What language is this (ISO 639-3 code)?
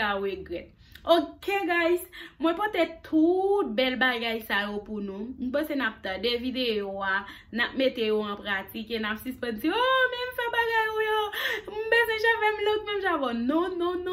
hat